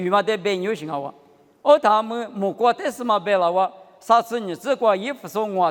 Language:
Lisu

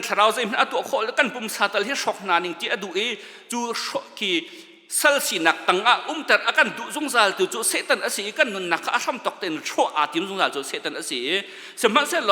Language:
Hakha Chin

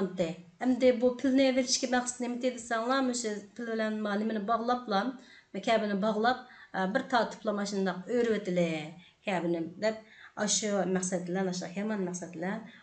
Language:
Uyghur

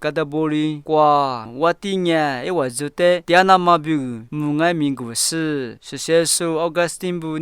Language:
Lisu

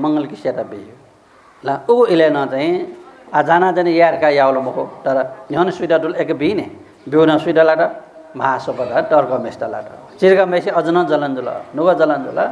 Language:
Newari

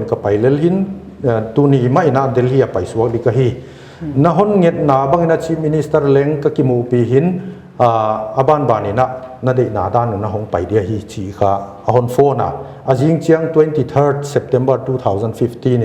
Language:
Paite Chin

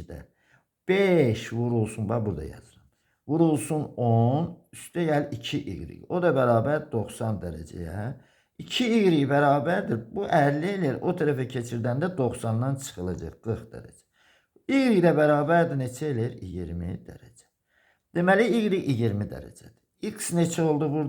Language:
Azerbaijani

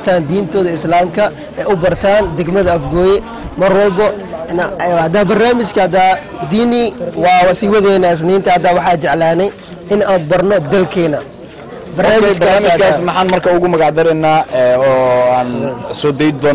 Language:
Somali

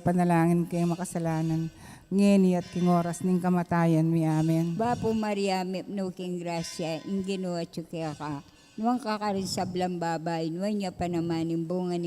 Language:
Pampanga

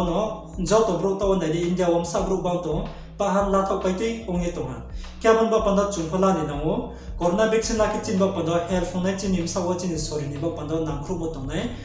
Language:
Riang (India)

